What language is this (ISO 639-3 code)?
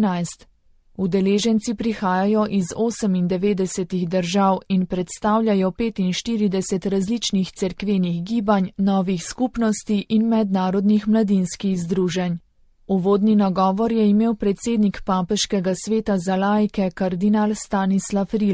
slv